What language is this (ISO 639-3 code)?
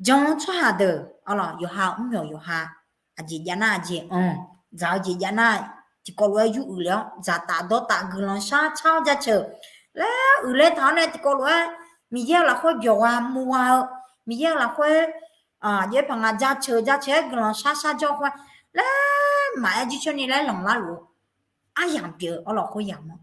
ahk